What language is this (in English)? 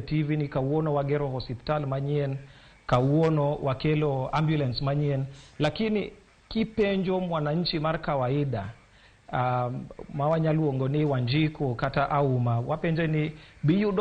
Luo (Kenya and Tanzania)